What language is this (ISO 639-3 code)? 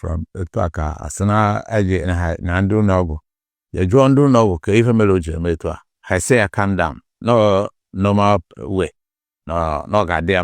ibo